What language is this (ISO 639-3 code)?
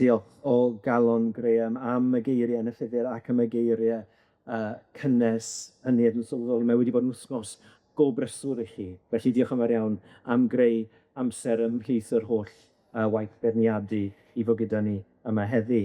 cym